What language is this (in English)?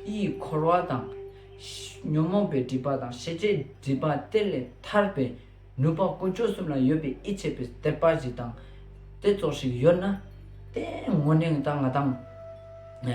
Ladakhi